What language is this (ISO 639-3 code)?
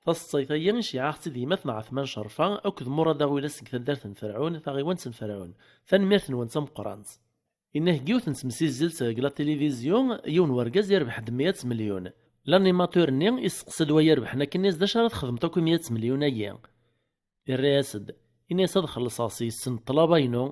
kab